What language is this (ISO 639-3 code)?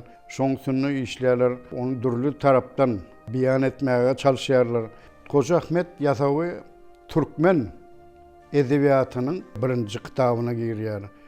tuk